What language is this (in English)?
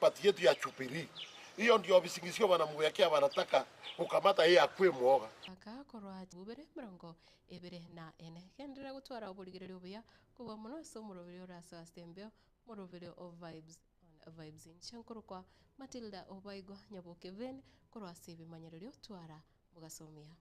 Gusii